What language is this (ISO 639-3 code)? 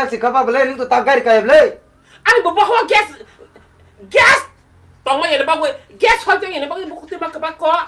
trp